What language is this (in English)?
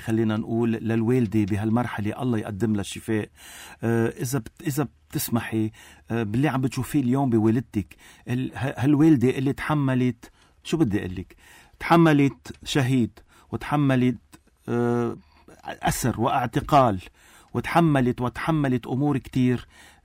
North Levantine Arabic